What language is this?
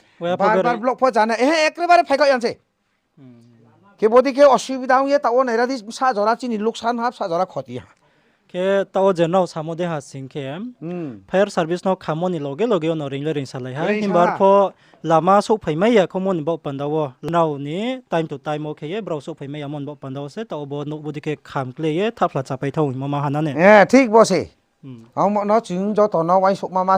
Riang (India)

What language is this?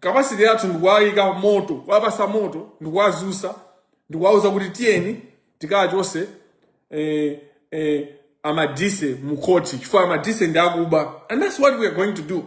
Nyanja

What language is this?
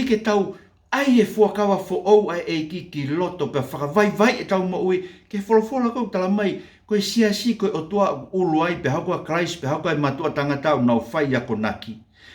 Tongan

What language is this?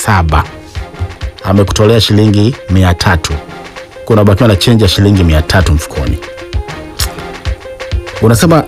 Swahili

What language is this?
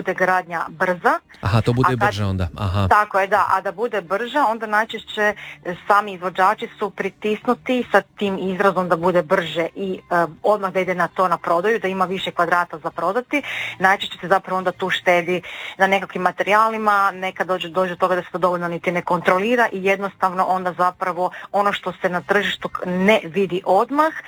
Croatian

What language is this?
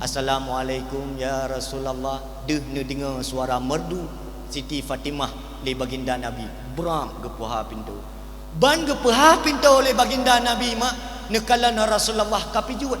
Achinese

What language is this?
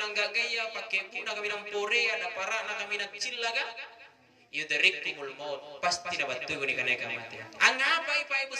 Makasar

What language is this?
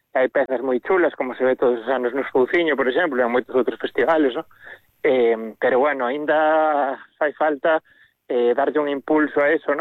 Galician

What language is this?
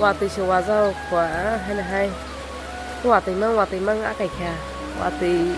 Kok Borok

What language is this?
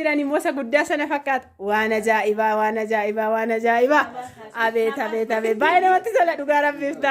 Oromo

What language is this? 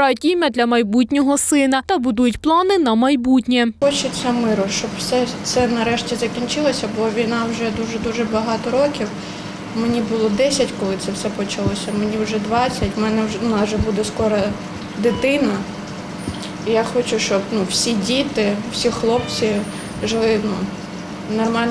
Ukrainian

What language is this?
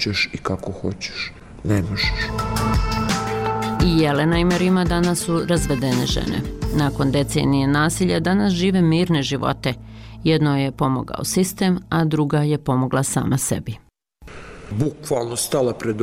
Bosnian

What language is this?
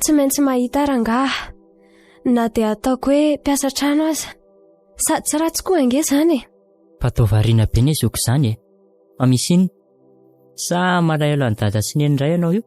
Malagasy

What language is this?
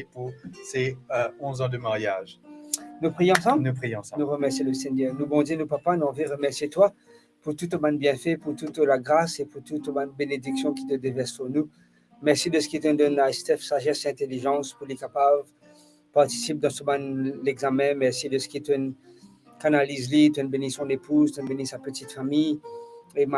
Morisyen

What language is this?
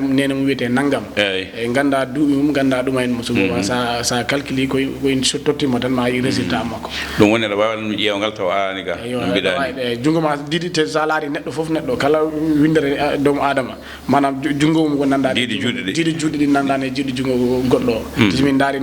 Fula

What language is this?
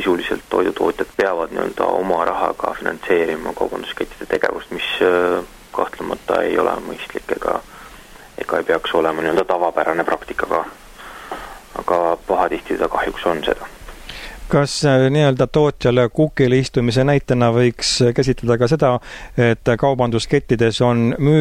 Estonian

